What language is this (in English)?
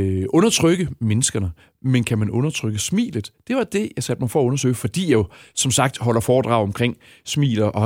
Danish